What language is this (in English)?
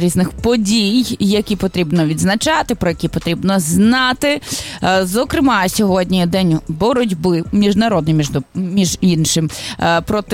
Ukrainian